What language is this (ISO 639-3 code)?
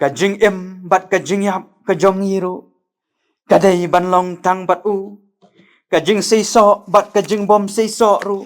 kha